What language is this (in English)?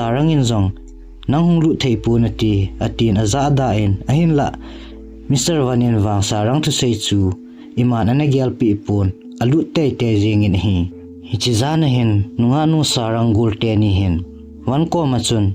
Thado Chin